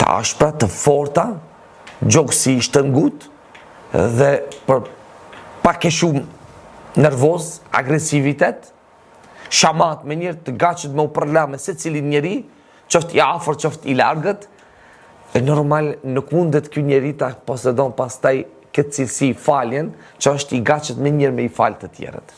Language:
Albanian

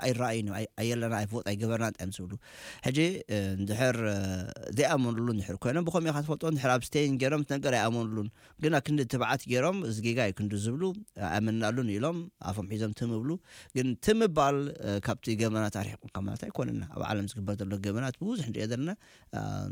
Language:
Tigrinya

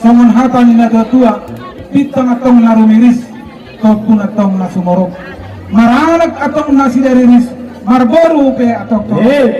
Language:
Batak Toba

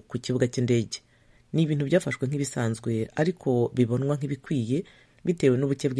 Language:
Kinyarwanda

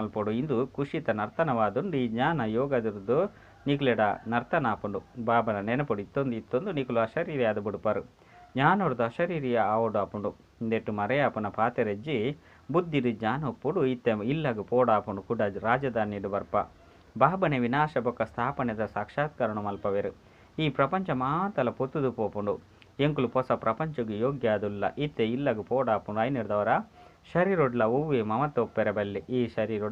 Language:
Tulu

